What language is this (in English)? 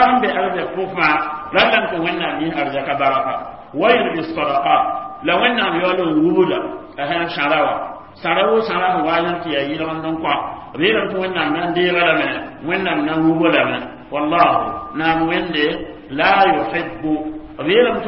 Mossi